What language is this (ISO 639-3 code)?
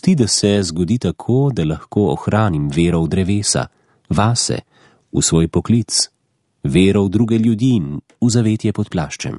slv